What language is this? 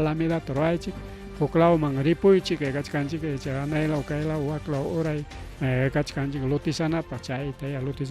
Ayacucho Quechua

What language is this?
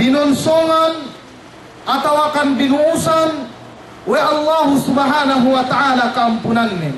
Yakan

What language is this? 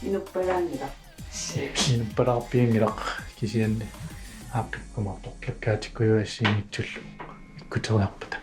Kalaallisut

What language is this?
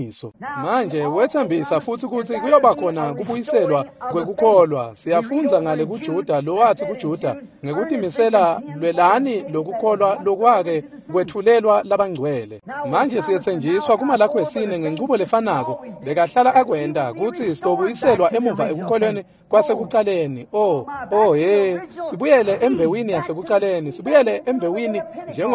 Swati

